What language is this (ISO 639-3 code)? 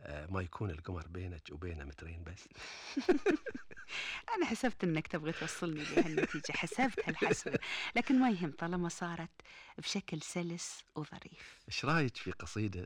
afb